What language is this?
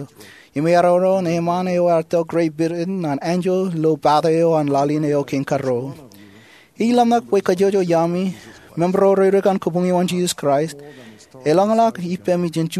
Marshallese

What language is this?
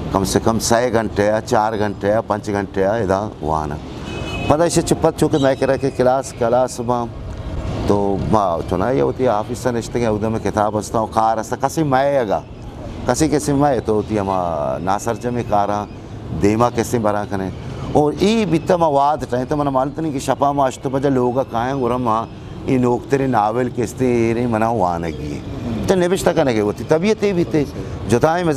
Eastern Balochi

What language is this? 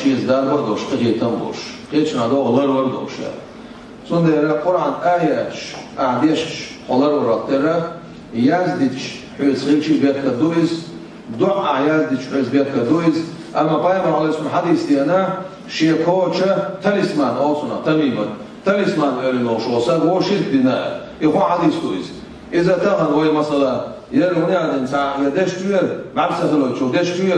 Chechen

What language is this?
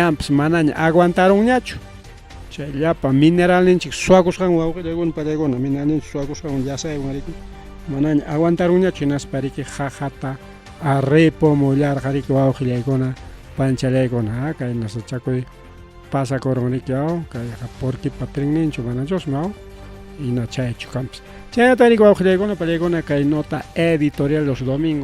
Ayacucho Quechua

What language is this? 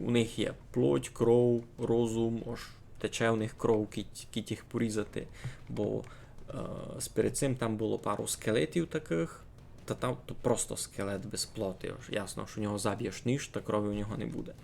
Rusyn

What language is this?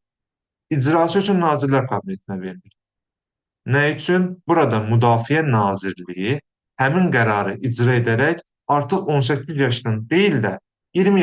Azerbaijani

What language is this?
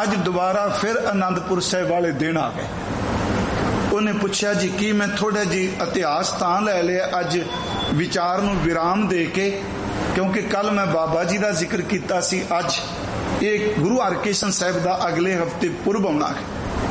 Punjabi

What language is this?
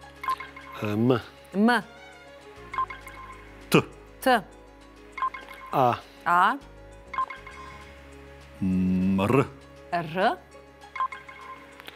Serbian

